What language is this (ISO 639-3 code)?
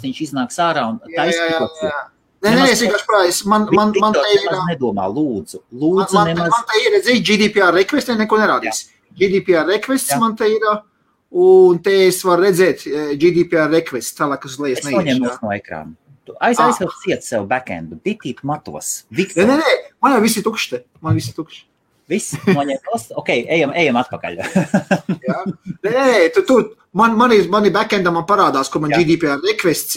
lav